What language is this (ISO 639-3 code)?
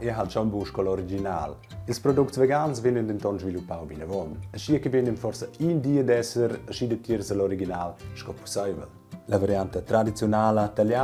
roh